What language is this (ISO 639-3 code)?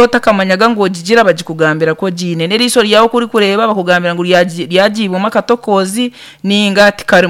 nyn